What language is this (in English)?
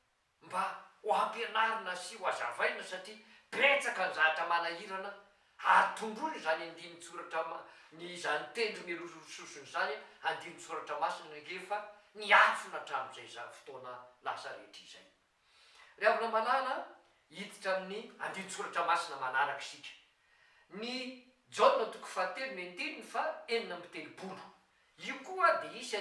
Malagasy